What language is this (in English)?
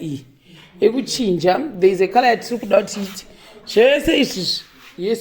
Shona